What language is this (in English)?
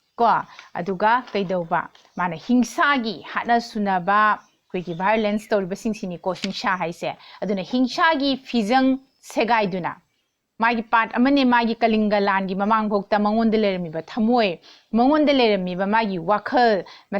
Manipuri